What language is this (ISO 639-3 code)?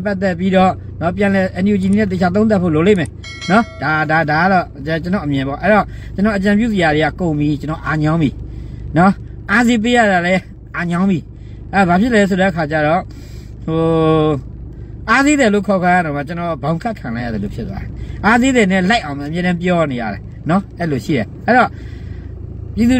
mya